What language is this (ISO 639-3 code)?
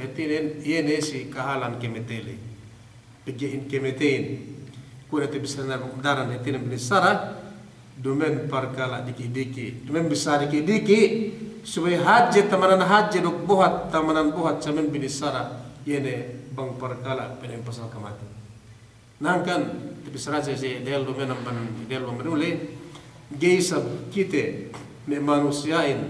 yka